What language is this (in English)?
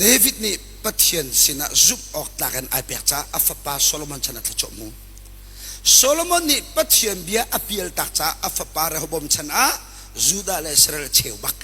Hakha Chin